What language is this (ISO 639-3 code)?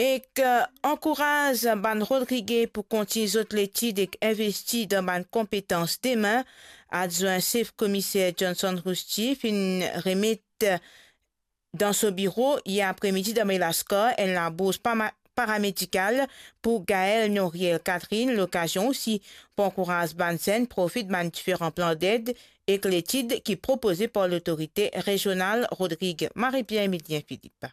mfe